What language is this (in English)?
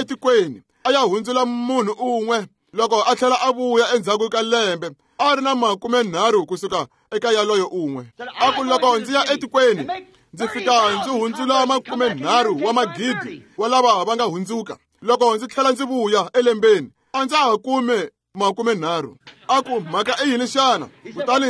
Tsonga